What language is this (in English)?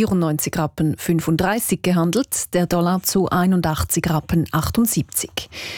German